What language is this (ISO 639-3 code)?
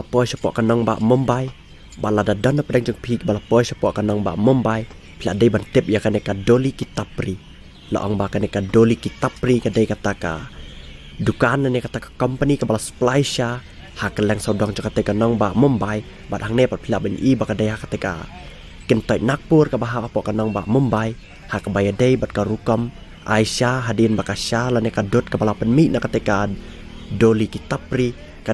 kha